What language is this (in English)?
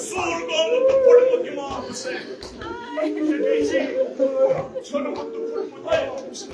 Kashmiri